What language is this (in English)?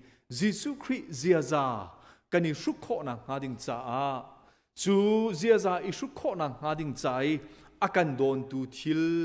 Hakha Chin